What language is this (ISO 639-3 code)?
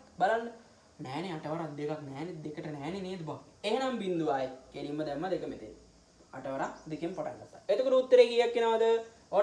sin